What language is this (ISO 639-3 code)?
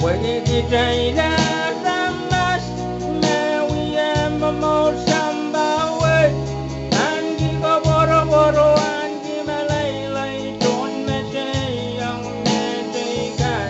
pon